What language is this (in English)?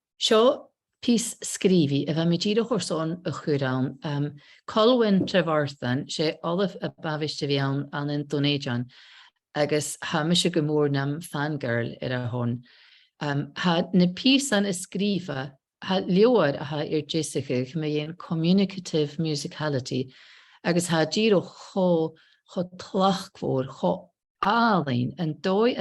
Scottish Gaelic